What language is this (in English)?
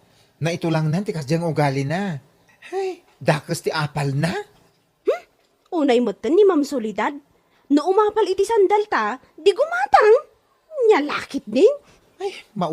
Iloko